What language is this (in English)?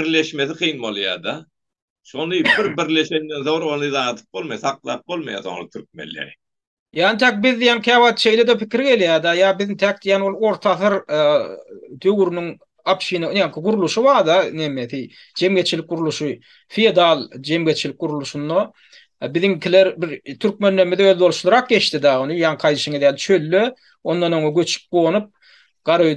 Turkmen